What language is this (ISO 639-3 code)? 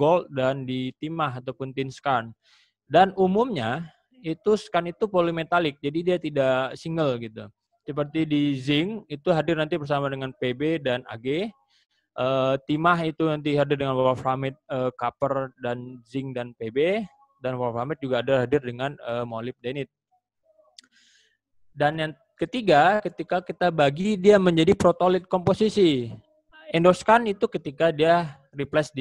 ind